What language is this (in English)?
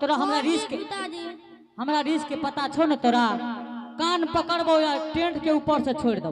Angika